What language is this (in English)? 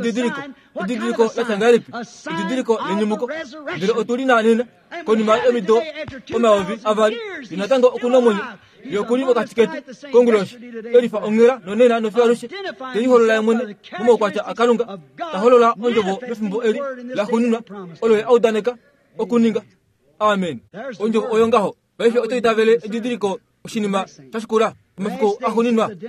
Kuanyama